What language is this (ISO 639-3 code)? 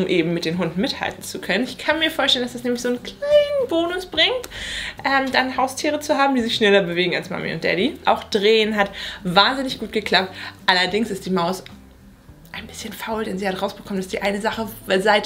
deu